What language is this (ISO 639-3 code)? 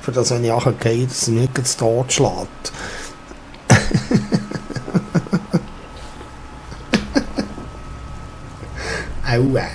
gsw